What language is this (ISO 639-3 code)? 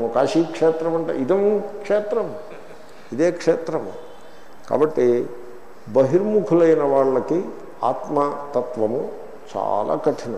tel